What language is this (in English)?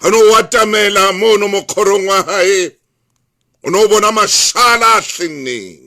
Southern Sotho